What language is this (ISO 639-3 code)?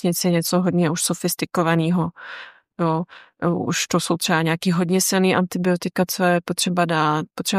ces